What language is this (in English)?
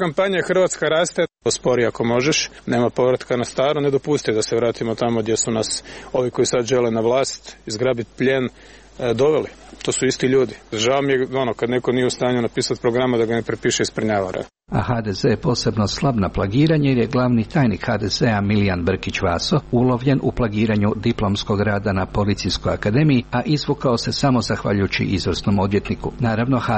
Croatian